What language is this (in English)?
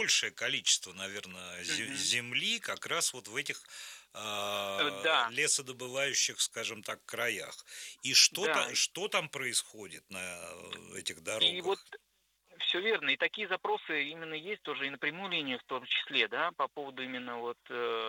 Russian